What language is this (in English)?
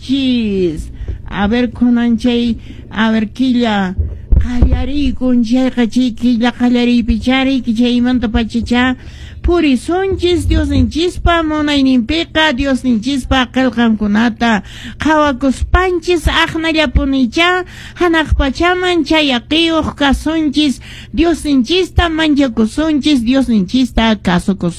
Quechua